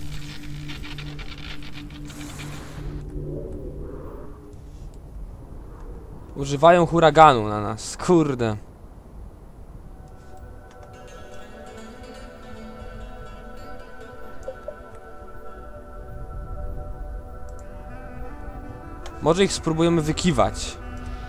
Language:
Polish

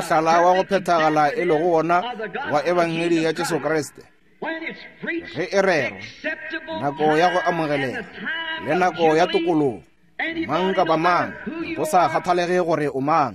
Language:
Northern Sotho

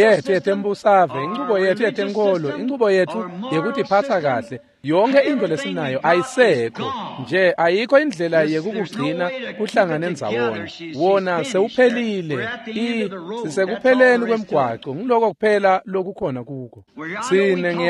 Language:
Swati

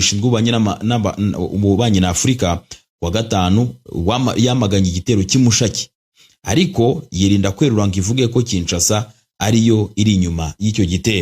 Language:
Kinyarwanda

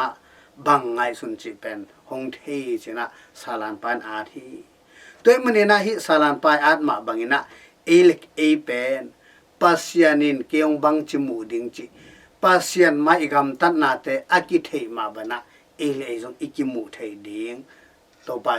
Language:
Tedim Chin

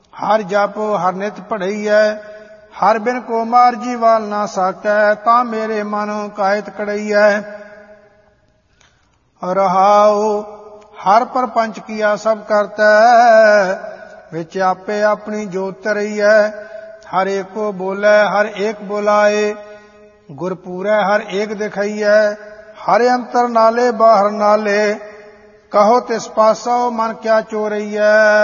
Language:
Punjabi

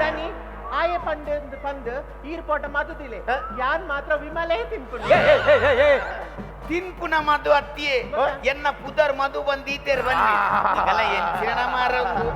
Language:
Tulu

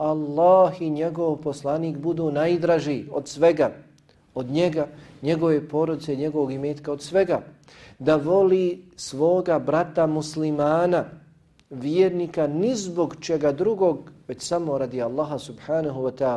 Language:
Bosnian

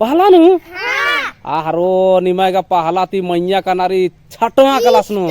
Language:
Kurukh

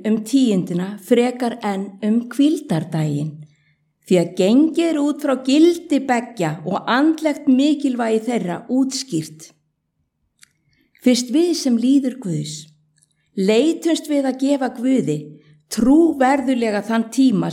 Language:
Icelandic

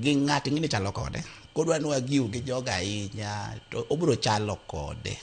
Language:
Luo (Kenya and Tanzania)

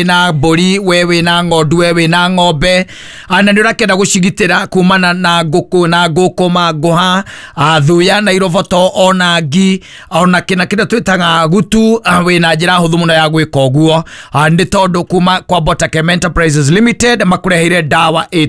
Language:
Kikuyu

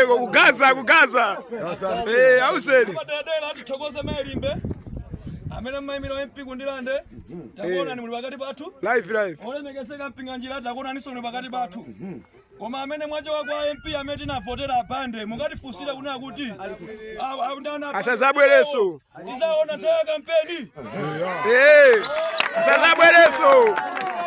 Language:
Nyanja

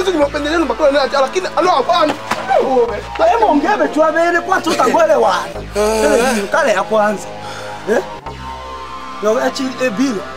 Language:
Swahili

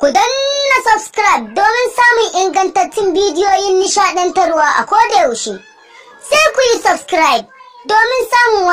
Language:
Hausa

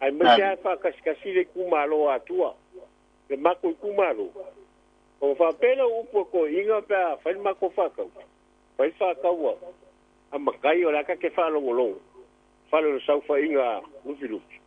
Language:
Samoan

